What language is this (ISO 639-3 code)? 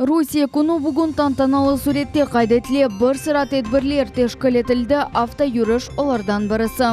crh